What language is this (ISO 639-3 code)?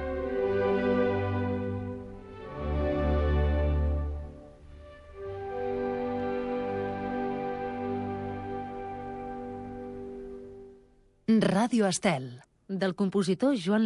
cat